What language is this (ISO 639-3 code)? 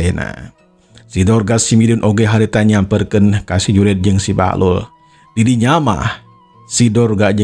sun